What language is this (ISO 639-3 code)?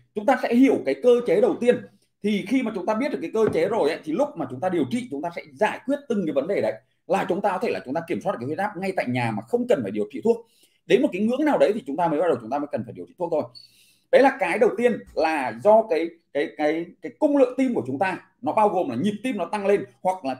vie